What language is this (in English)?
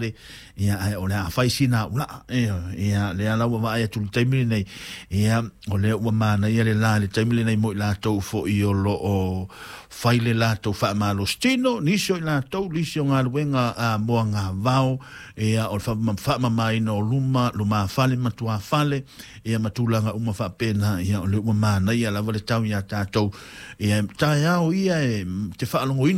Samoan